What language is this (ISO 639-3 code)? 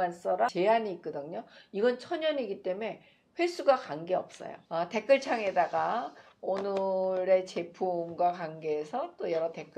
kor